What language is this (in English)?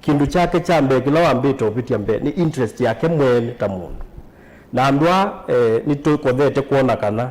Kamba